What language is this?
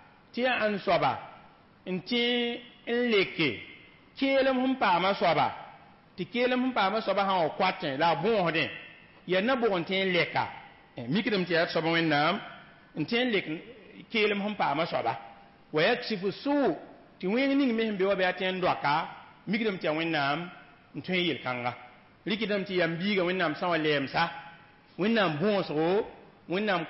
Mossi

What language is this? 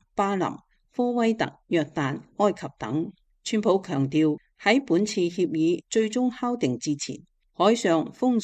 Cantonese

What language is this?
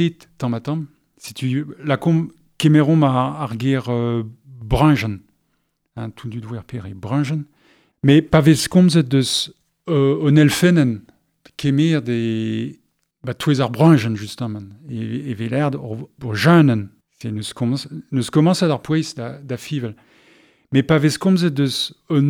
Breton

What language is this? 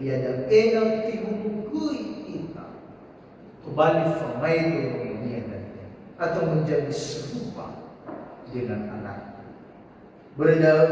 Nias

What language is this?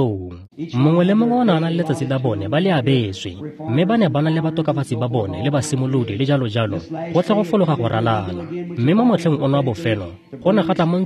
Tswana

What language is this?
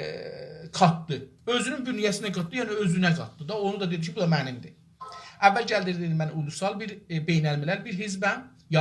South Azerbaijani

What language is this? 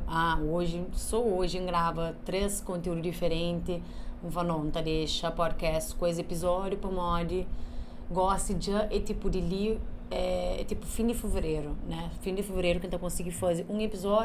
Kabuverdianu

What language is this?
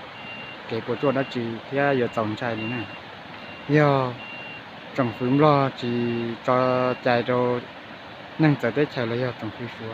Hmong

